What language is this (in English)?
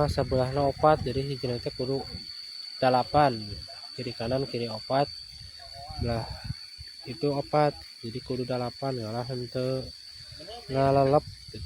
Sundanese